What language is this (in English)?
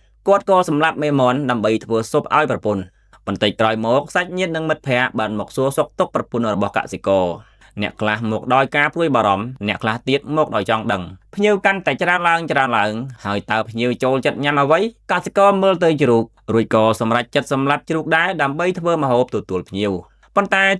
Khmer